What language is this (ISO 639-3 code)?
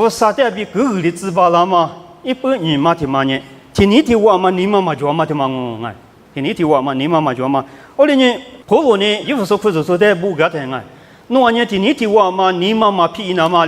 lis